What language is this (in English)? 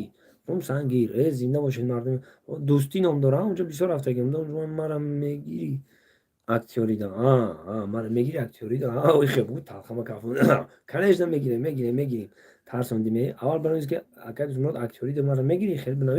Tajik